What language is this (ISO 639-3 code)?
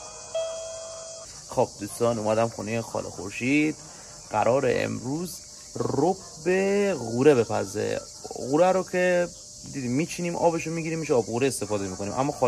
fas